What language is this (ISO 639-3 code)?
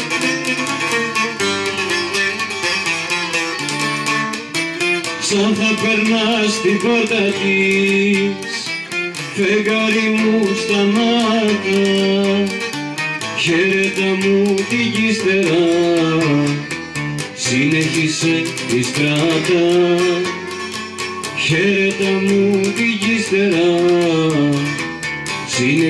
ell